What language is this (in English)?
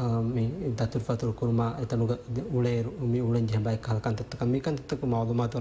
Divehi